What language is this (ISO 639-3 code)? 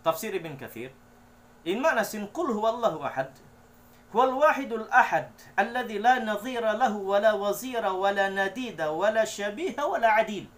tsg